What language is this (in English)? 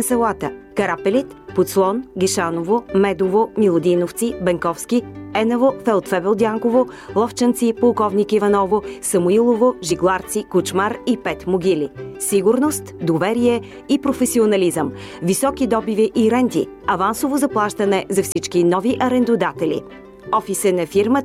Bulgarian